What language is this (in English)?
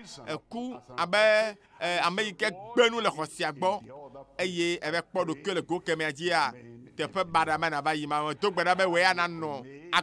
Ewe